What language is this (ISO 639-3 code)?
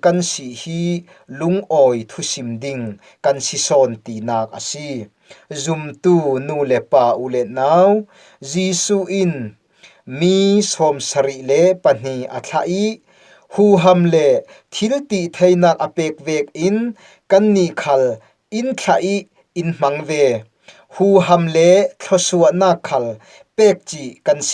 cfm